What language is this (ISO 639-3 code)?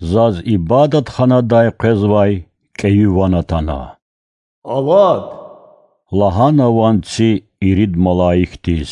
lez